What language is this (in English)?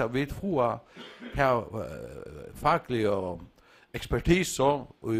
Faroese